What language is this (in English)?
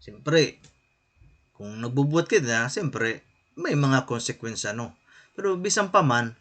Waray